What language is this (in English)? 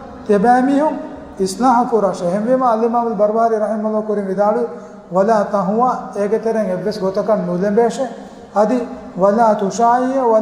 Divehi